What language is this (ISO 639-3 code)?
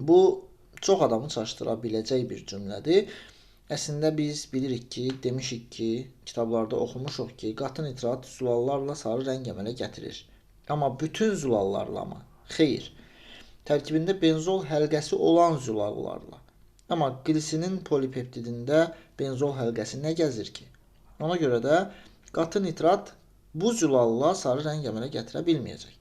aze